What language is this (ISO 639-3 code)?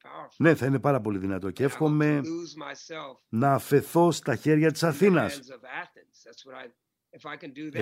ell